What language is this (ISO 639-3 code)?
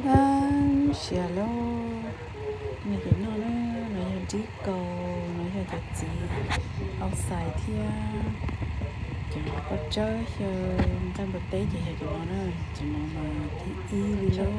hmn